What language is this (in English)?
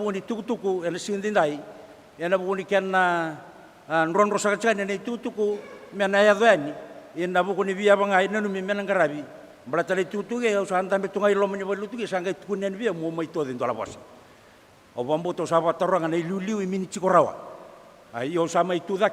Fijian